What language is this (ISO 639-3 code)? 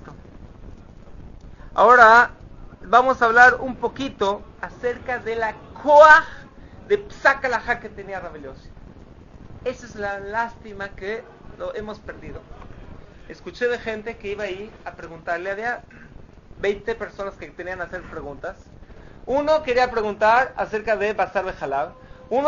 spa